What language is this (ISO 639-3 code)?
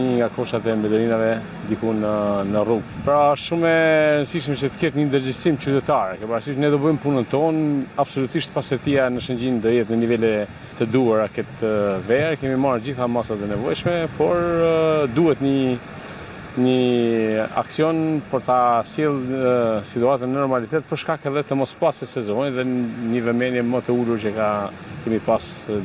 sqi